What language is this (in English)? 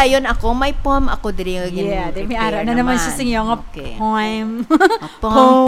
Hiligaynon